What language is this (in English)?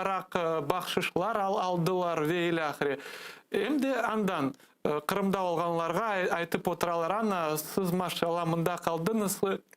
Crimean Tatar